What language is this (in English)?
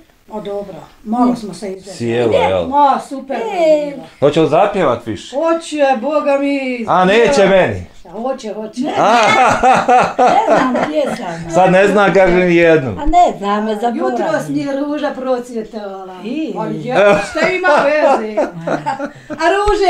Bosnian